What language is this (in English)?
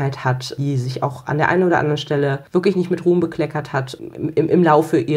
German